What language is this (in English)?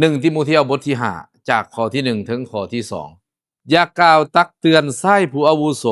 Lao